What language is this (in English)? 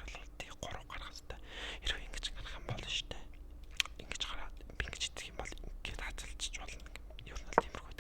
Mongolian